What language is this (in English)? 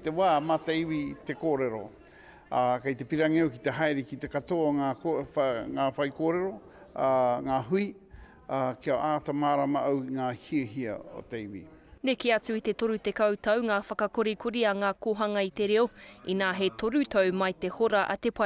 Māori